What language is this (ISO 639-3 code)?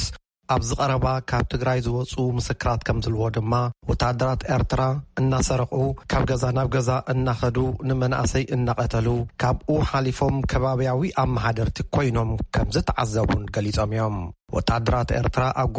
tir